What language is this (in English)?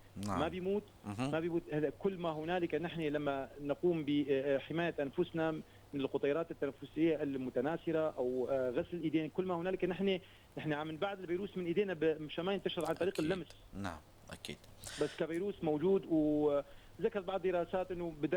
North Levantine Arabic